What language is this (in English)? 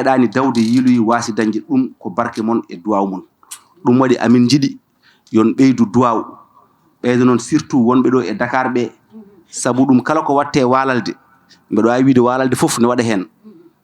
Fula